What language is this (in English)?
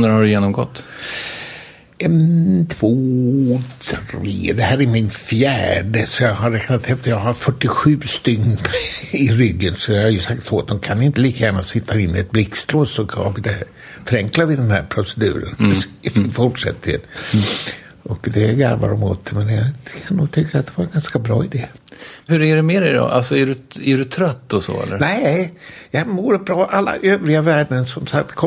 Swedish